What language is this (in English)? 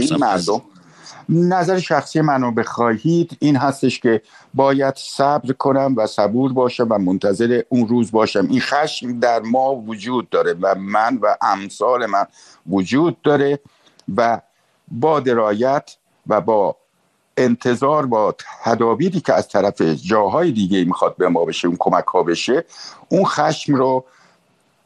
Persian